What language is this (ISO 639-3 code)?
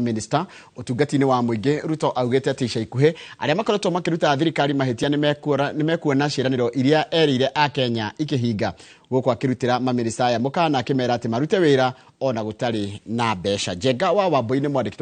kik